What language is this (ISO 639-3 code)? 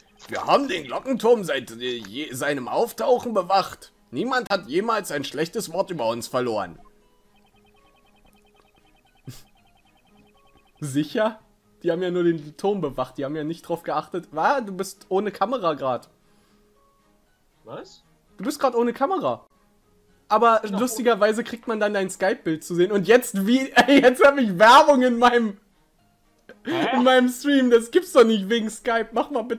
deu